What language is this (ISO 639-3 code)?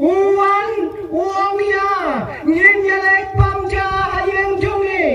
kha